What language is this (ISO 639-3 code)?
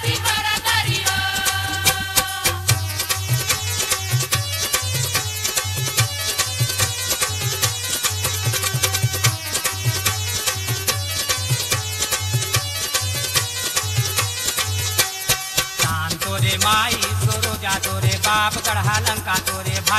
hne